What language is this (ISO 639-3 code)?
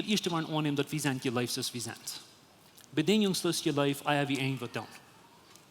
pdt